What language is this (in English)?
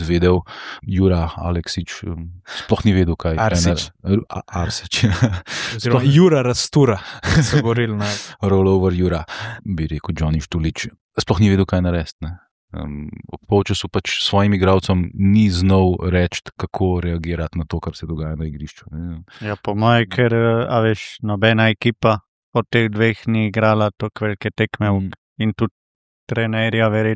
Slovenian